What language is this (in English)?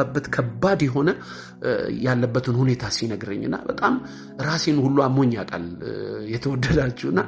Amharic